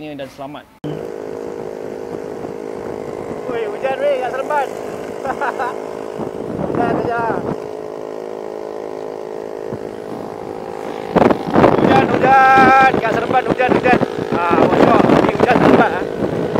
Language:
Malay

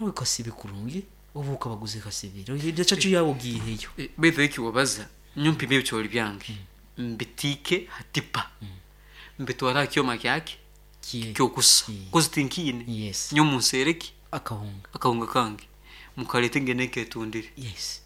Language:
Nyankole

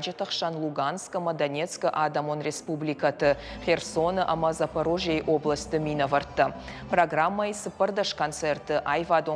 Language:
Ossetic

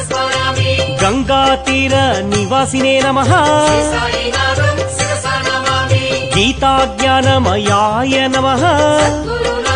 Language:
Telugu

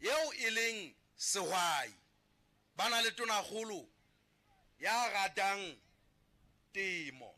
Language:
Southern Sotho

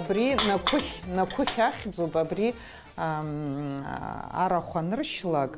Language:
Abkhazian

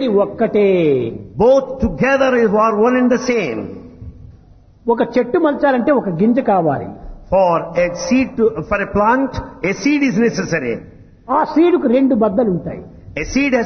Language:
Telugu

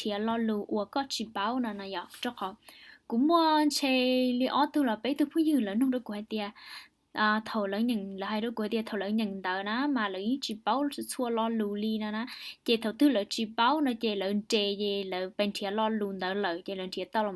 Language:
Hmong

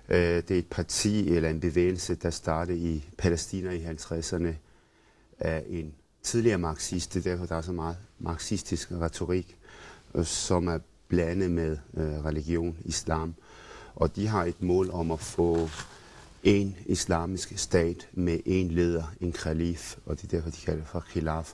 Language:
Danish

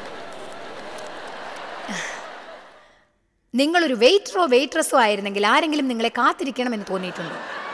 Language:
Malayalam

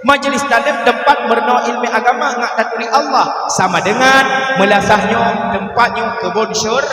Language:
Achinese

